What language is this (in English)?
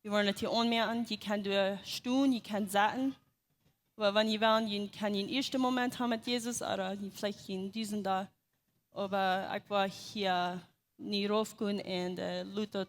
Plautdietsch